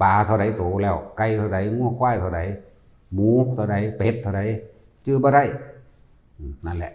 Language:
Northeastern Thai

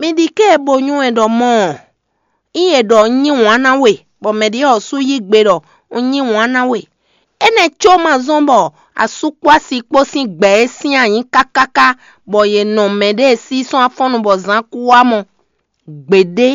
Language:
Fon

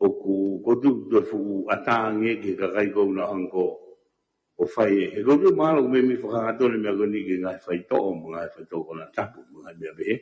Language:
Tongan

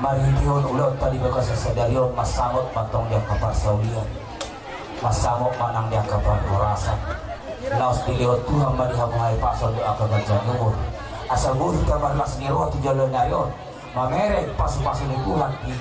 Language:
Batak Toba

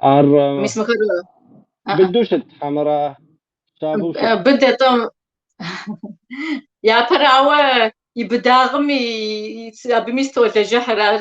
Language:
Kabardian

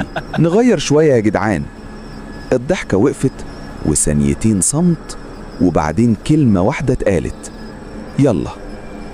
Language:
Egyptian Arabic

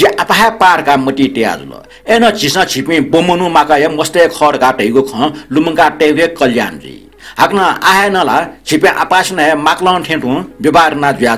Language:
Newari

